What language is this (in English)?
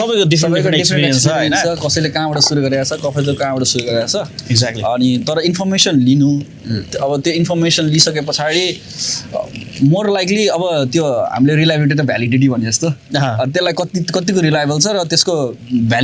Nepali